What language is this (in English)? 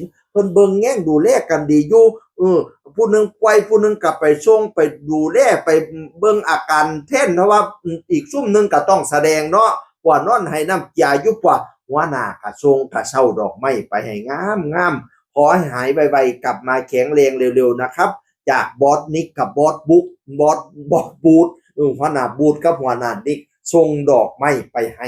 Northeastern Thai